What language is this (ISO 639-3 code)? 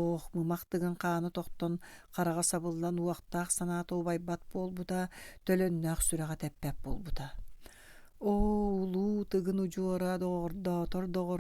sah